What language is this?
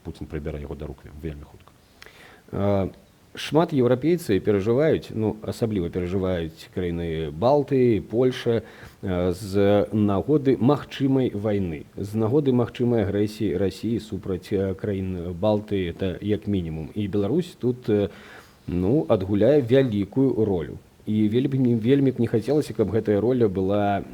Belarusian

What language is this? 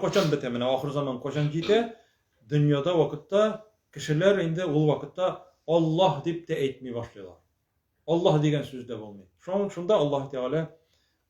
Tatar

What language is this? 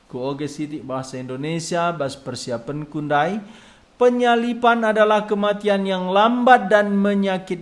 Batak Karo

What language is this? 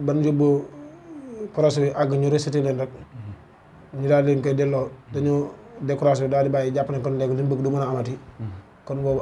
Wolof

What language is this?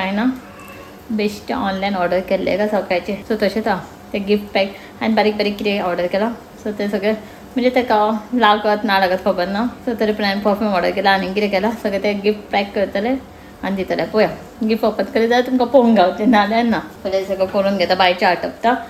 Konkani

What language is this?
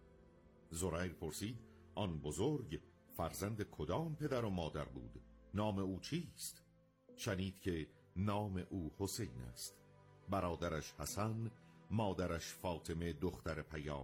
Persian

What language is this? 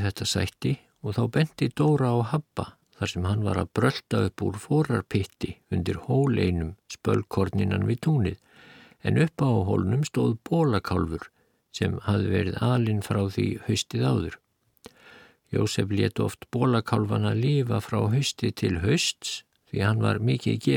Icelandic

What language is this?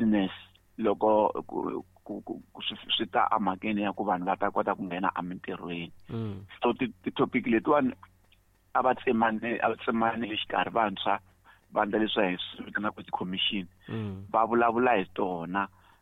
Tsonga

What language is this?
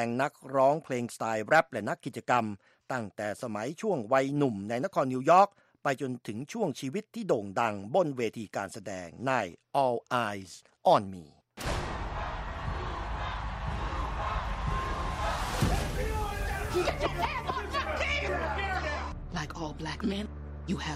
Thai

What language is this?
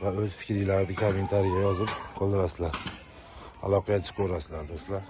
Uzbek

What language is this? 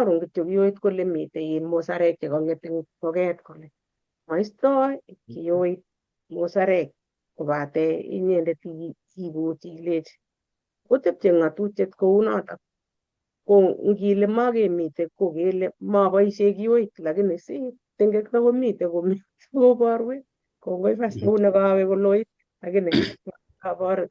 Kalenjin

